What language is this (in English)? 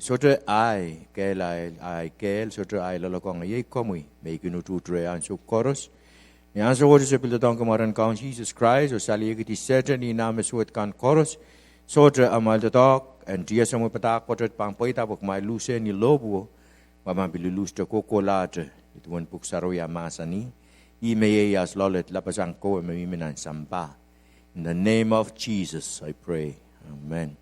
Pohnpeian